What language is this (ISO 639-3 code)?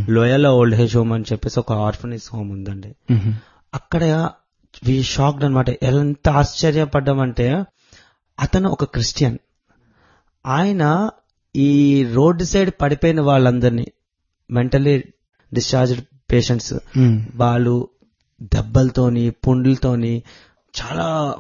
tel